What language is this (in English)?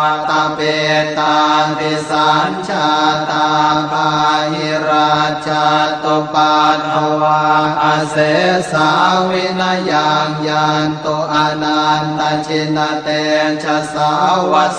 Pali